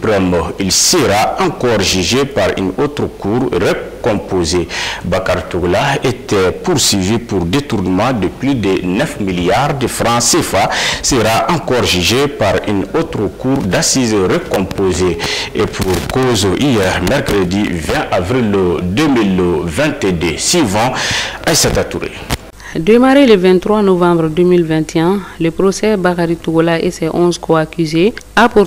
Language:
French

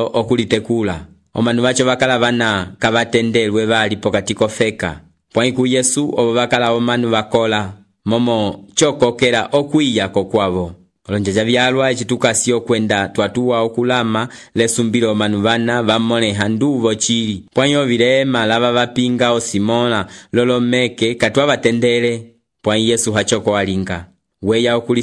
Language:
Umbundu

